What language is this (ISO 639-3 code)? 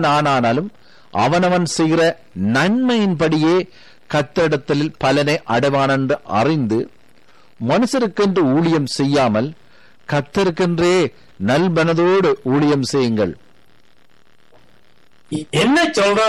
tam